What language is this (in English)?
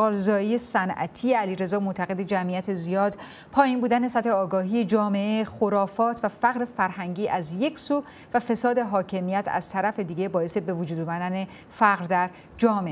Persian